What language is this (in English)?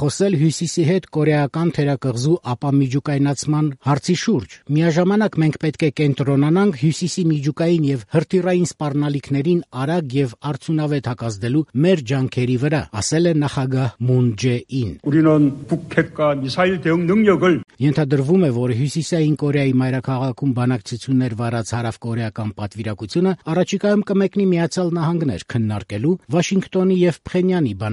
Armenian